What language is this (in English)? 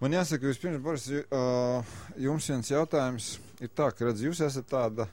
Latvian